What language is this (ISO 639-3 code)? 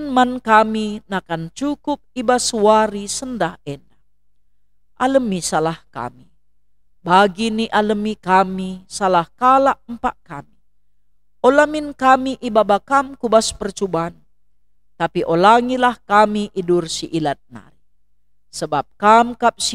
btx